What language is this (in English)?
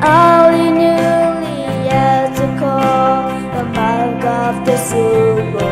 Poumei Naga